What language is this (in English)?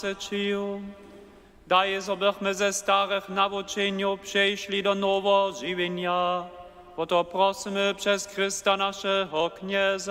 Upper Sorbian